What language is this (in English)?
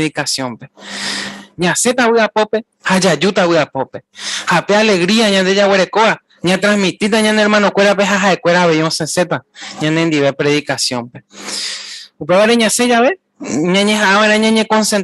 Guarani